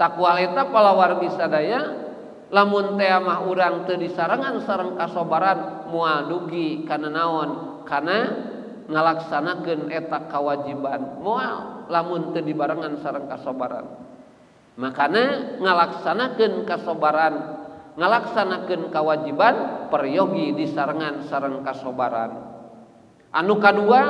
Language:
Sundanese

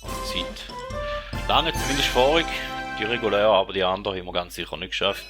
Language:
Swiss German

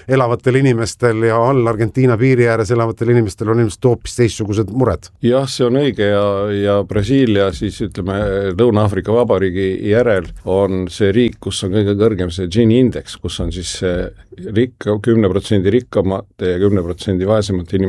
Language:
Estonian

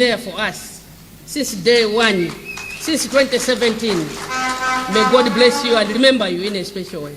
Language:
Nyanja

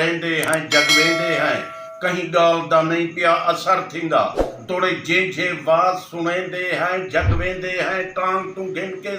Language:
Saraiki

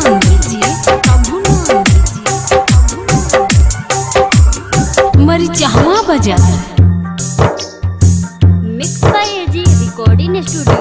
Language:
Bhojpuri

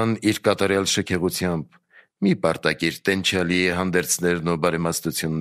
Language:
Armenian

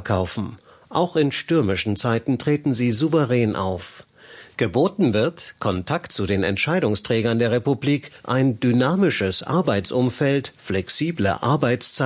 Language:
German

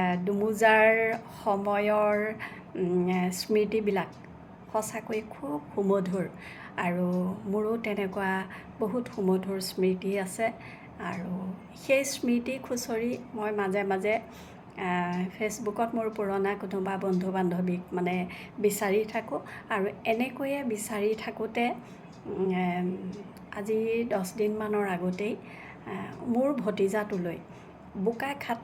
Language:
Assamese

